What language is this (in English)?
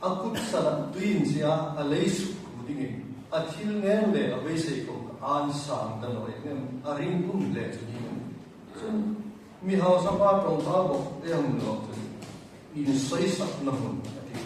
Hmar